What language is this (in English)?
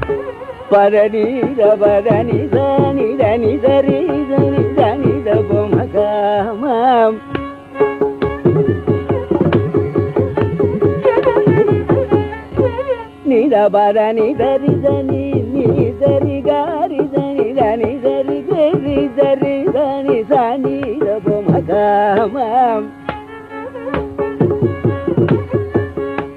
Tamil